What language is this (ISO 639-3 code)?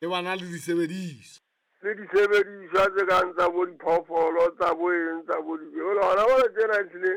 sot